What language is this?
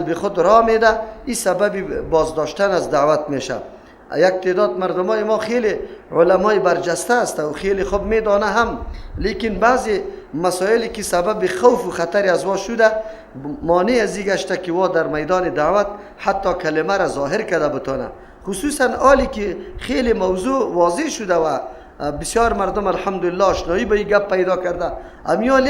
Persian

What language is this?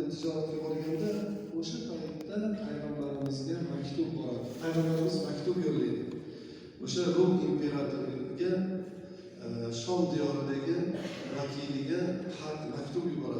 Uzbek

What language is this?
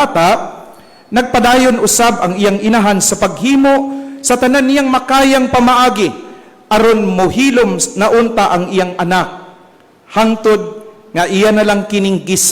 Cebuano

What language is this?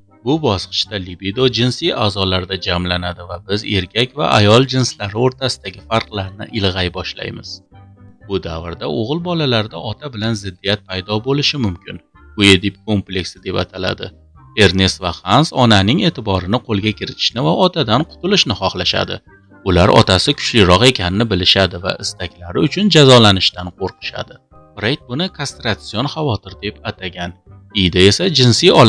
Uzbek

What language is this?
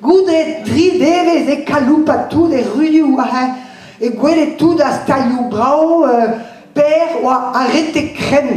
Breton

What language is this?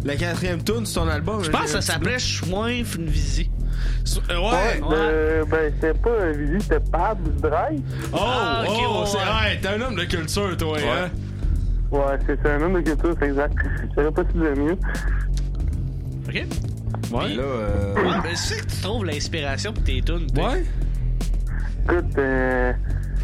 French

